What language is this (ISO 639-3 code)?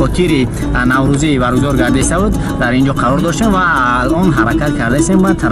tgk